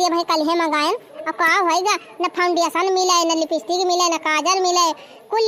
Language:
Awadhi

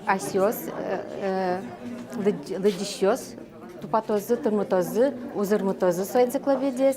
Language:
Udmurt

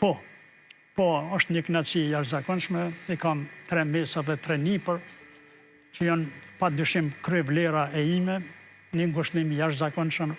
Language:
Albanian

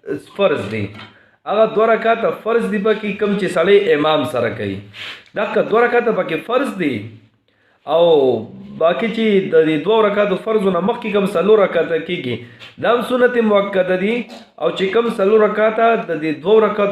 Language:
Pashto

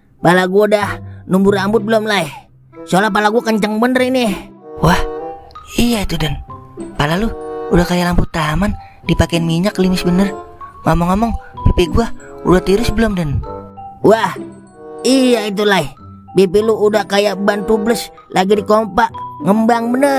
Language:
Betawi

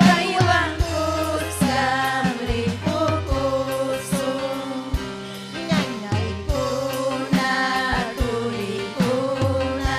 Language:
Ayacucho Quechua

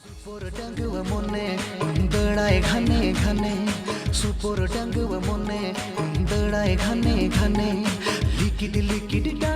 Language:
Santali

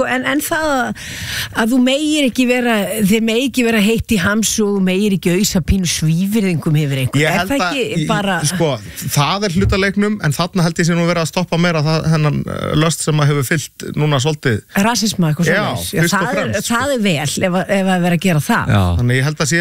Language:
Icelandic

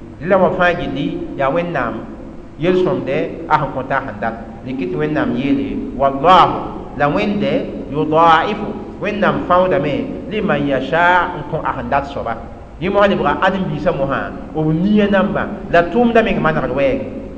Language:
Mossi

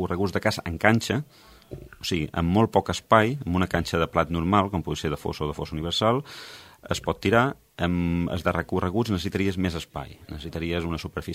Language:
Catalan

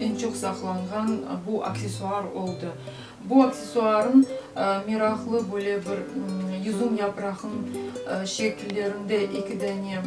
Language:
Crimean Tatar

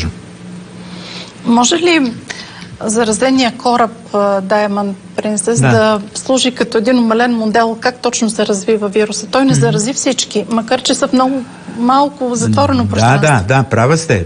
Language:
Bulgarian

